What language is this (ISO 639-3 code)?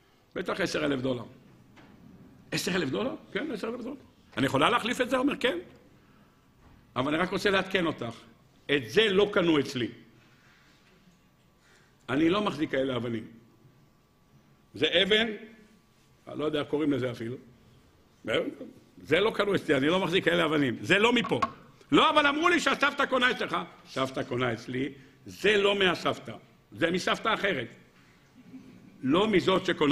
heb